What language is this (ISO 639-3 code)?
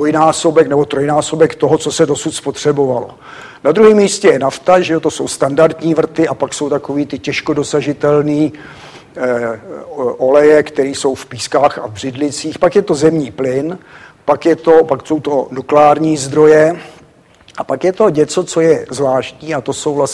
ces